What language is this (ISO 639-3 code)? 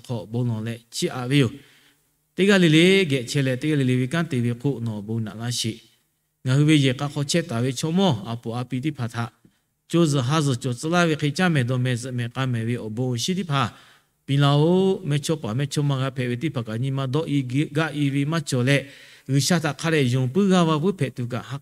lhu